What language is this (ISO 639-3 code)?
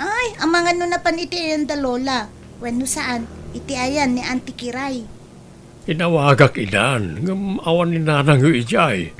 ilo